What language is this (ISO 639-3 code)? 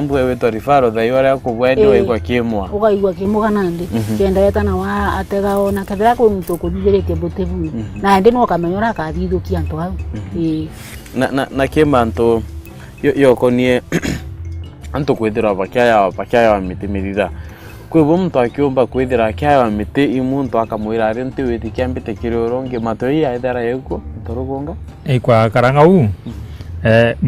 mer